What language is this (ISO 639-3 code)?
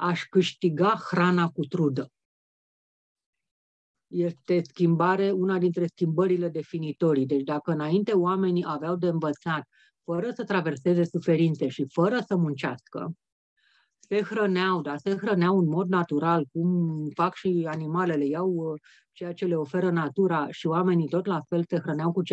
ron